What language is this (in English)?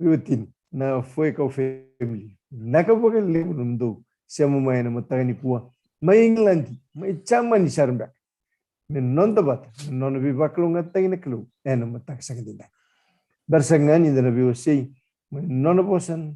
Fijian